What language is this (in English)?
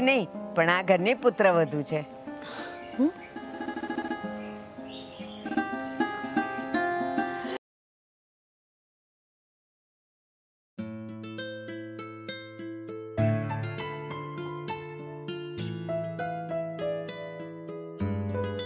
Gujarati